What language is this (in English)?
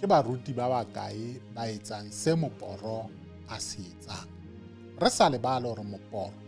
Southern Sotho